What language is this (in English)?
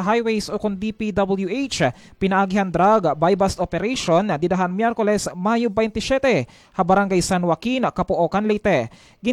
Waray